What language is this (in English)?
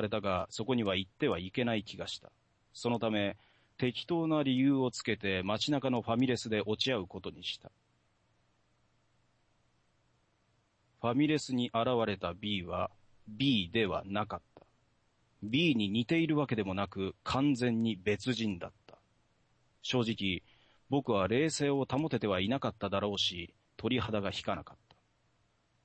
Japanese